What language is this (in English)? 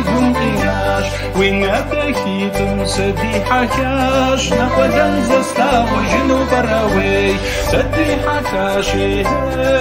Kabardian